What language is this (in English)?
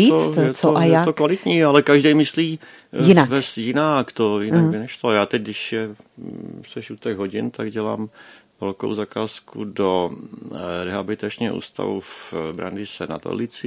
Czech